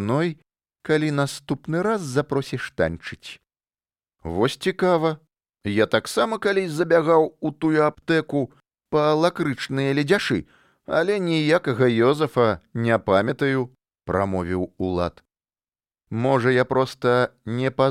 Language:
Belarusian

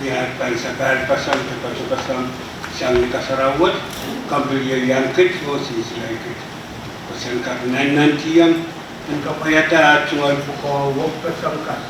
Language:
Pohnpeian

